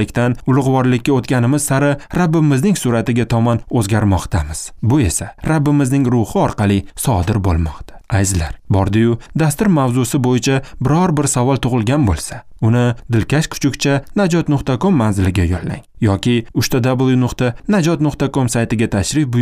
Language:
Uzbek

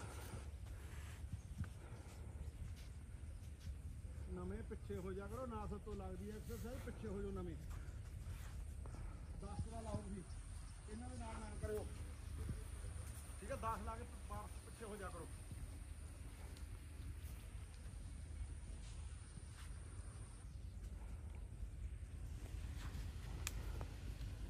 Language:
Punjabi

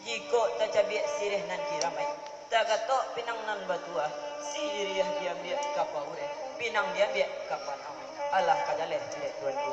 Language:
Minangkabau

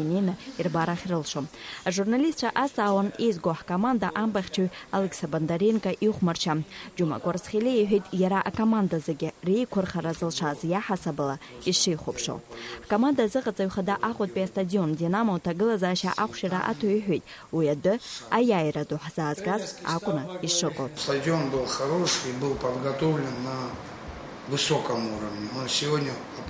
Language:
Abkhazian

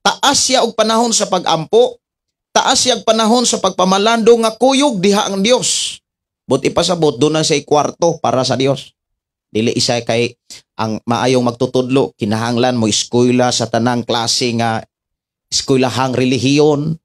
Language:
Cebuano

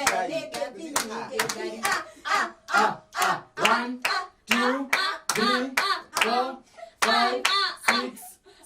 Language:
Kikuyu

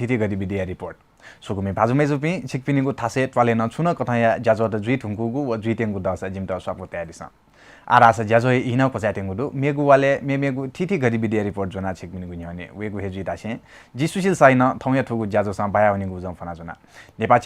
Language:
Newari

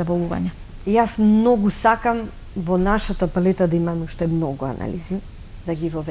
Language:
Macedonian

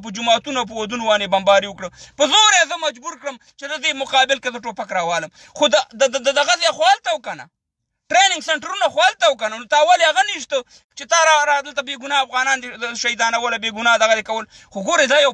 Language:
Pashto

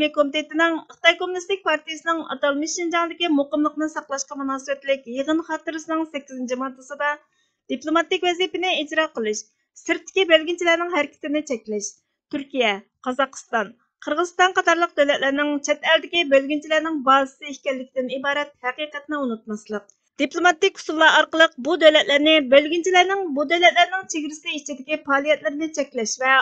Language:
Uyghur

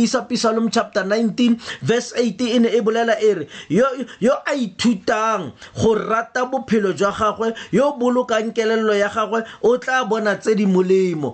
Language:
Tswana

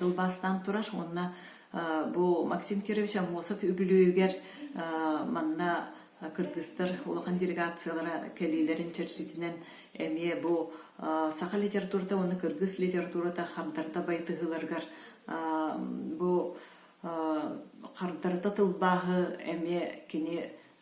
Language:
Yakut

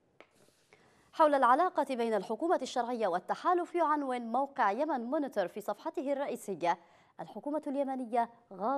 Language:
Arabic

